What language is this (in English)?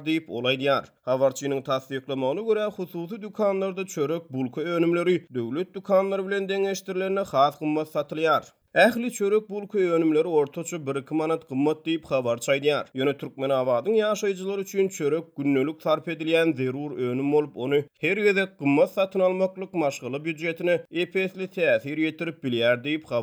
Turkmen